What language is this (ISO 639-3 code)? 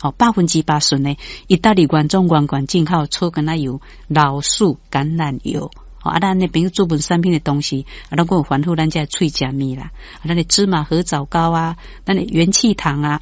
nan